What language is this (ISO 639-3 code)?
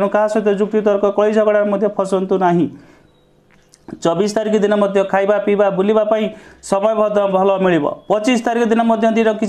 ori